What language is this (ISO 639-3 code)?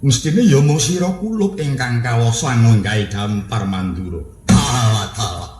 jav